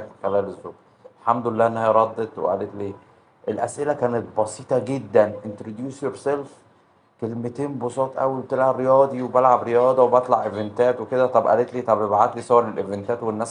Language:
Egyptian Arabic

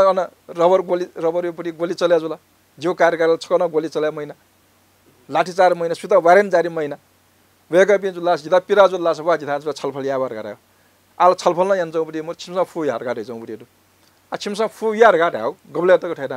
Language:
Newari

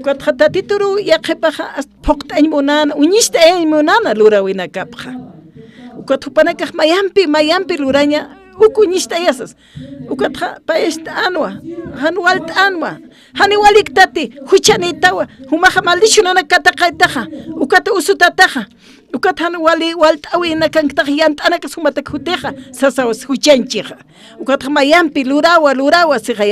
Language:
Aymara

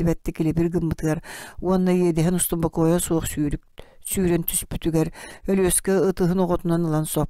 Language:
Yakut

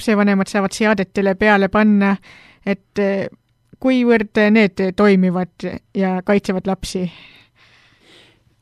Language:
Estonian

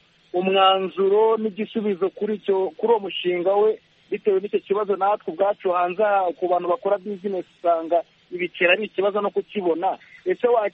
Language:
Kinyarwanda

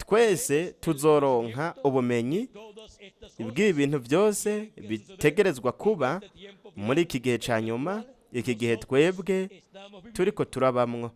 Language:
Rundi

